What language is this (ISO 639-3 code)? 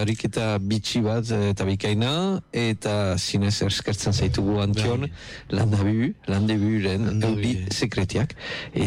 eus